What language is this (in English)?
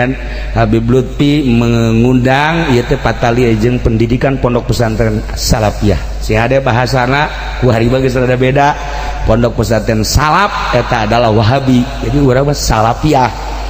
Sundanese